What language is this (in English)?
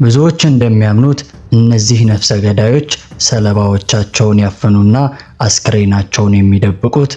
Amharic